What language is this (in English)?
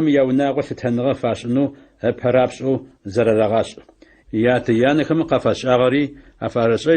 Adyghe